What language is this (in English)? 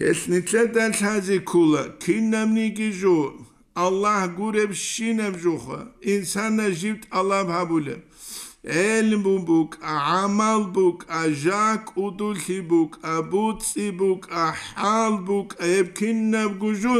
Avaric